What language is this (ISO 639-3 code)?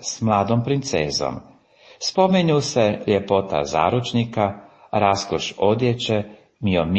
hrv